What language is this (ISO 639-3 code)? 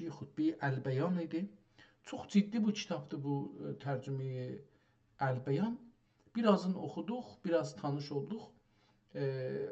azb